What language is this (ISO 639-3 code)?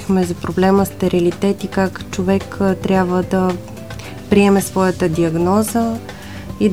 bul